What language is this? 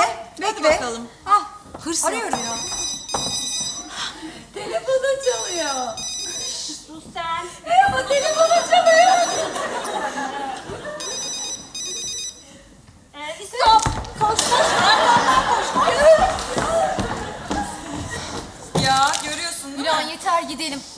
Turkish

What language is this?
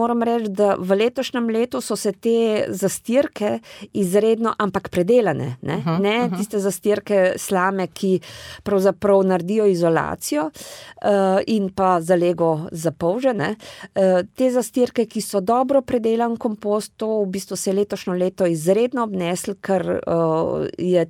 Slovenian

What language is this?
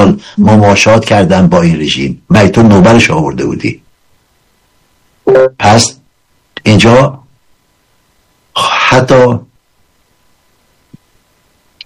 Persian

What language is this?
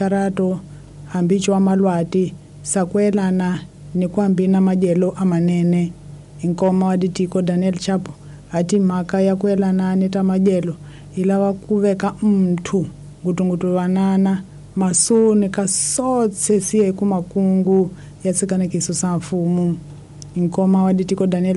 Tsonga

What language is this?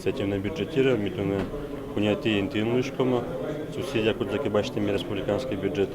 Udmurt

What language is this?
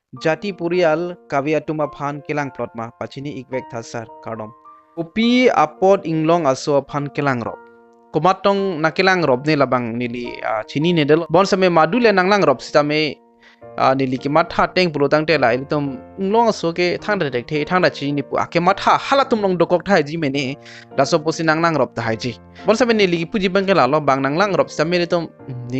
Karbi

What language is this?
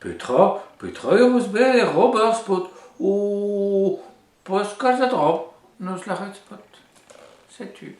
Breton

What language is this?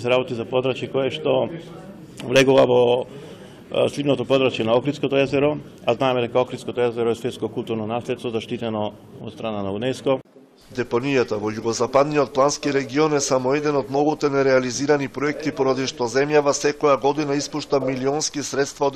Macedonian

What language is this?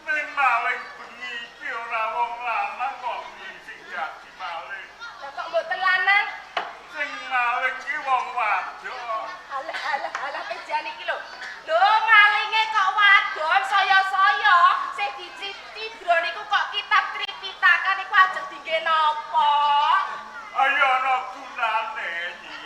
Javanese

